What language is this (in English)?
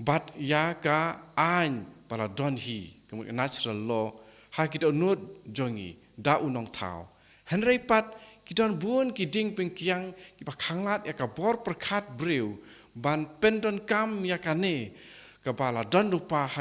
Khasi